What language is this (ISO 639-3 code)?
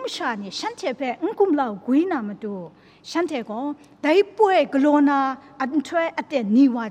kac